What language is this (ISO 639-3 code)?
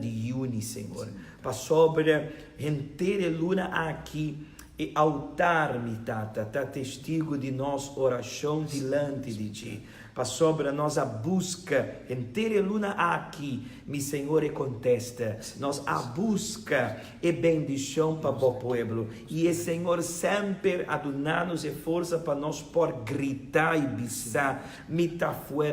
pap